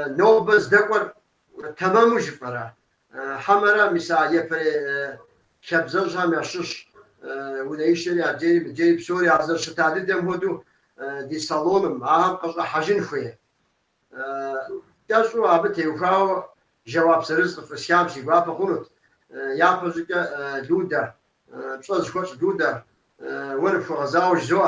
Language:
Kabardian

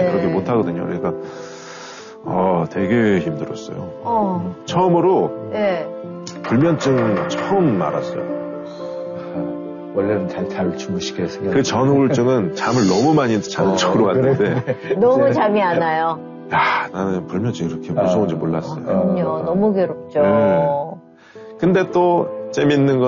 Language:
Korean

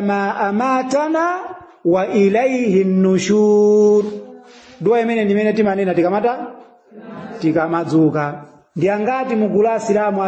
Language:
Nyanja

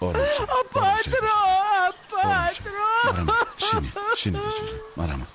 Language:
Tajik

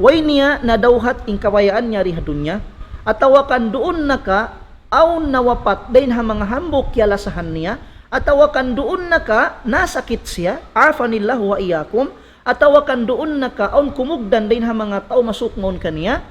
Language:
Tausug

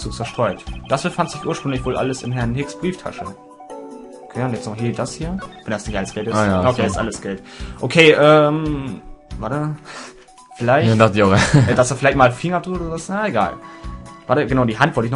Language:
German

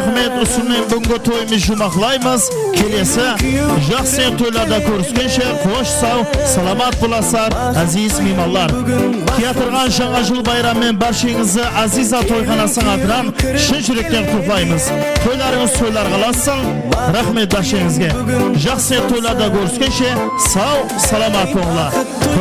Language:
Kara-Kalpak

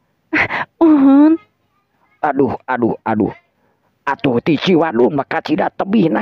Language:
Sundanese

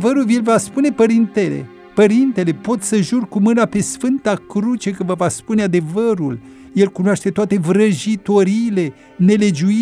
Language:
Romanian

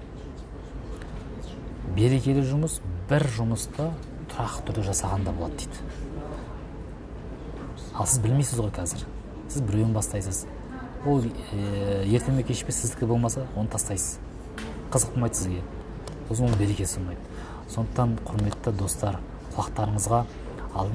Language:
Kazakh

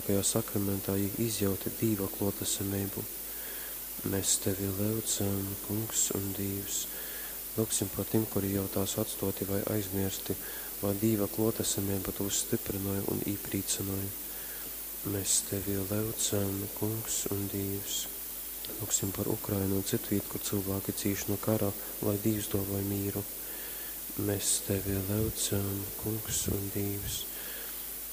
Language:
Latgalian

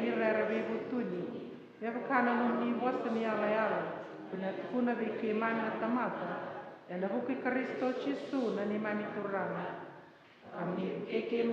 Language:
Fijian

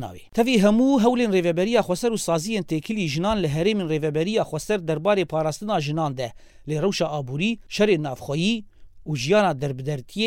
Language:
Kurdish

